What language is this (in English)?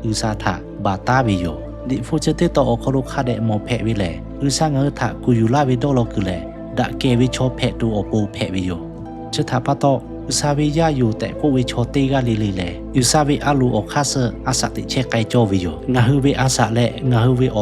Lahu